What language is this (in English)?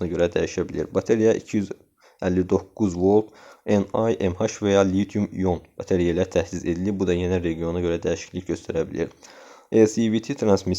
Azerbaijani